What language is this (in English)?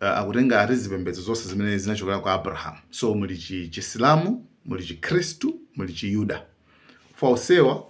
Nyanja